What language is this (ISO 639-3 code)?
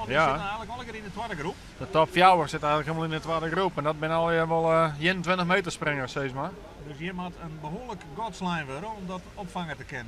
fry